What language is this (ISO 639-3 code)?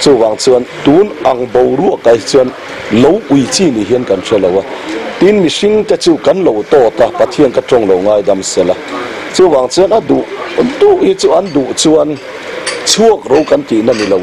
lus